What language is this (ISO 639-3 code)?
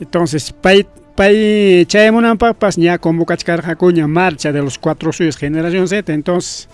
quy